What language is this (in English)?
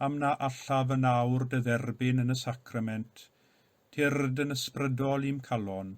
Welsh